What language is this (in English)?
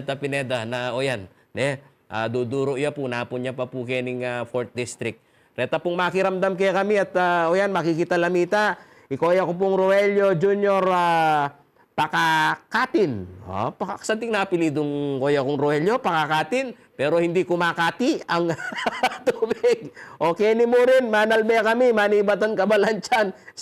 Pampanga